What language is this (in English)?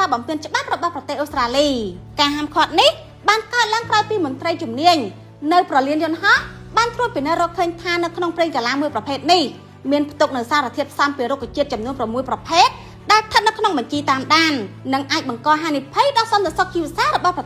Khmer